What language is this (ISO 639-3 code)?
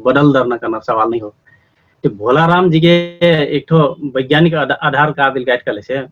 thl